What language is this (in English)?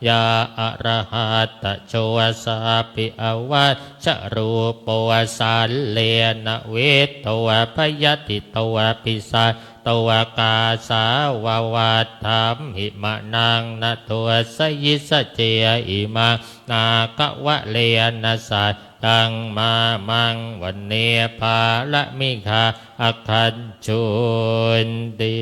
Pali